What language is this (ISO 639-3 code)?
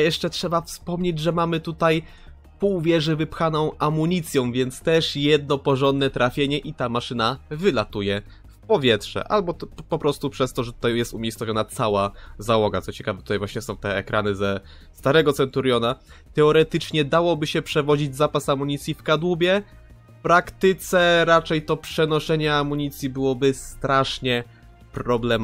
pol